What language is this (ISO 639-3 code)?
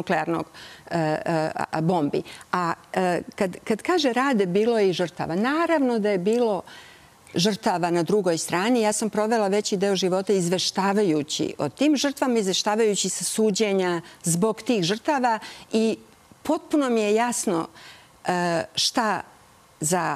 srp